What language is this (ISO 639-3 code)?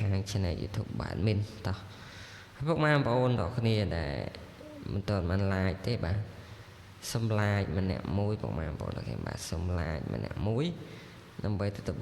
khm